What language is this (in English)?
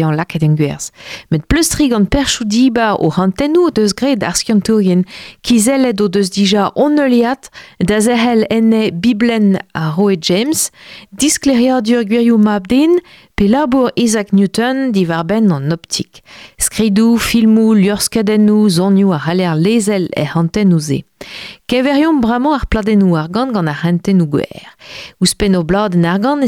Breton